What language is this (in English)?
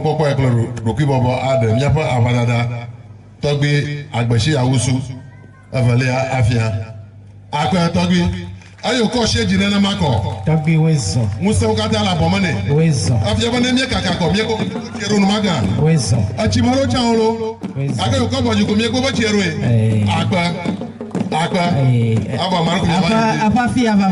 Ewe